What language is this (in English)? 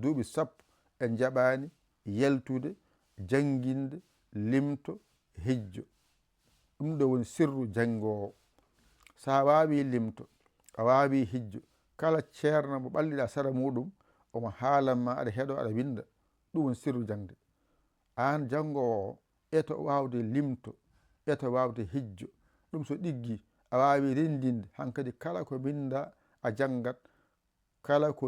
Fula